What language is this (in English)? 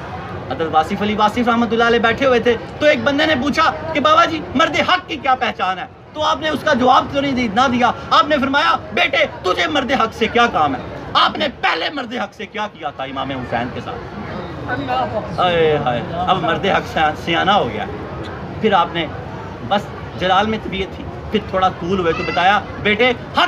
Urdu